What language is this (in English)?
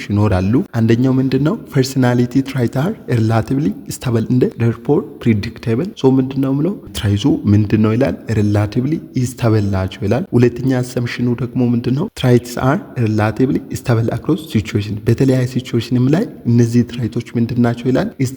Amharic